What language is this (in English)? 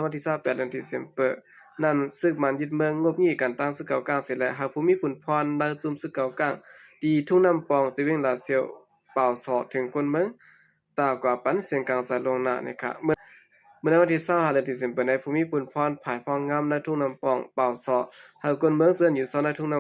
Shan